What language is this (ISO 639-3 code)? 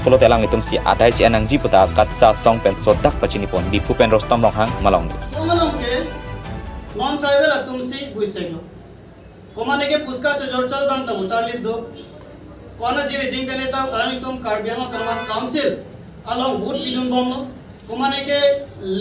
mjw